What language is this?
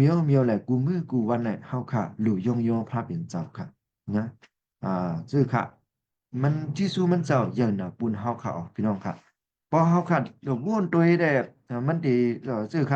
Shan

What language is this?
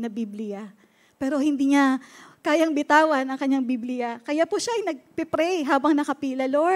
Filipino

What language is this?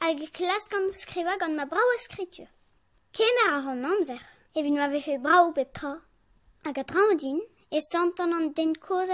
Breton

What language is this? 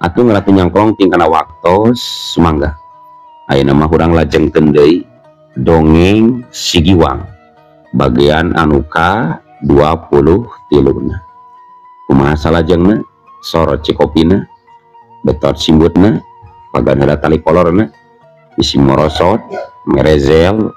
Sundanese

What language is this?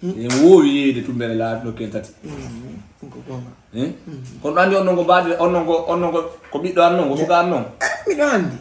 Fula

